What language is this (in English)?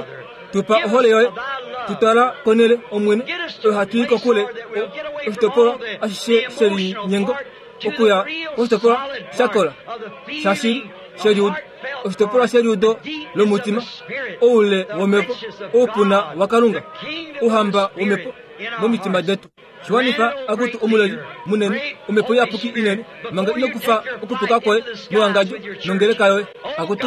Kuanyama